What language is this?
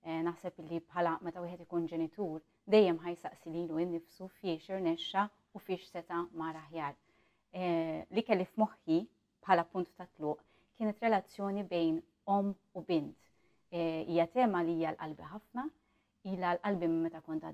Maltese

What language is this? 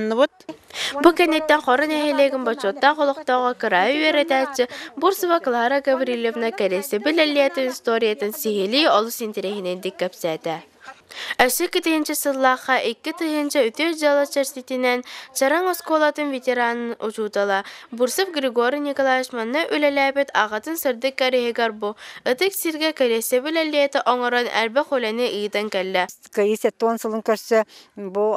Yakut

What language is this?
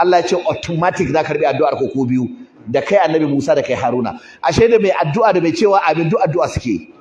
Hausa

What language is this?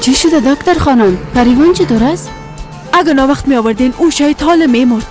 Persian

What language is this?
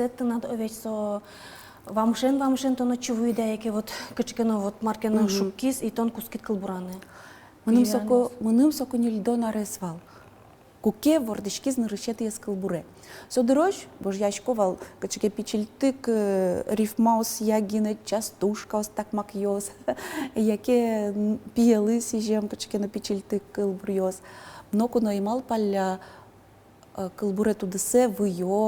Udmurt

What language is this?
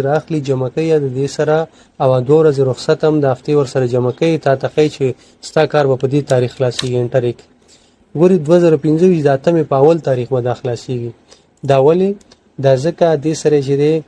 Pashto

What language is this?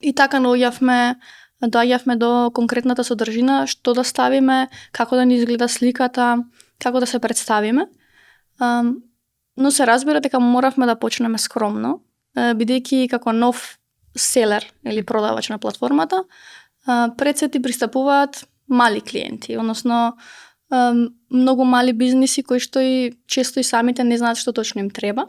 Macedonian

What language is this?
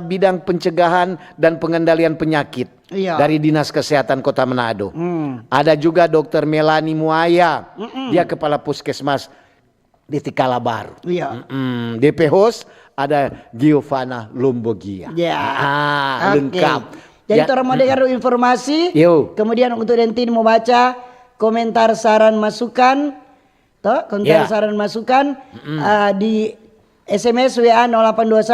Manado Malay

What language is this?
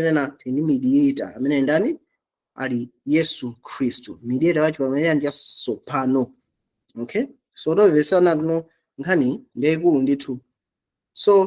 Nyanja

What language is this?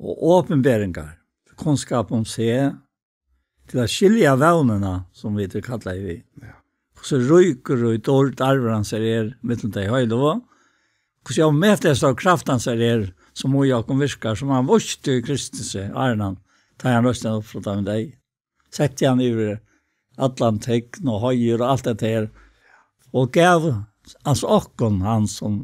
Faroese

